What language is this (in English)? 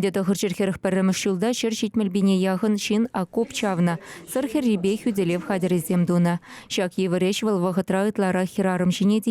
Chuvash